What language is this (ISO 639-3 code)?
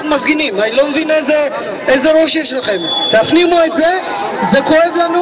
heb